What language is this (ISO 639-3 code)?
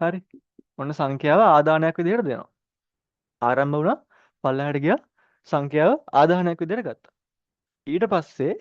sin